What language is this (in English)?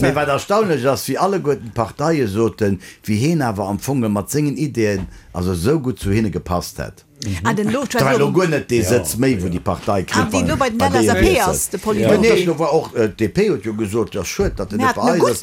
Luxembourgish